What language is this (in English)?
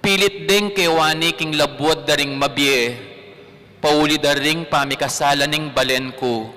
Pampanga